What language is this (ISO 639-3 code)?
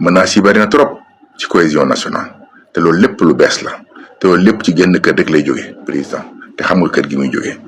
wol